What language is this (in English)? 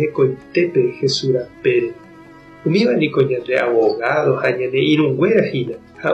Guarani